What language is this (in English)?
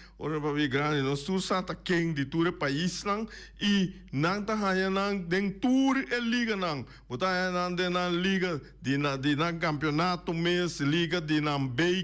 Papiamento